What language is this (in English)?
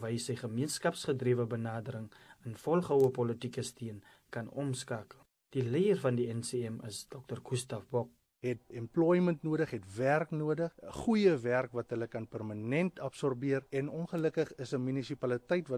Afrikaans